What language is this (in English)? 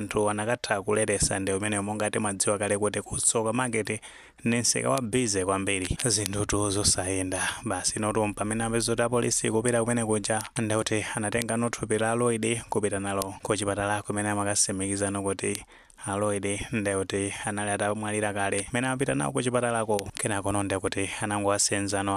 Nyanja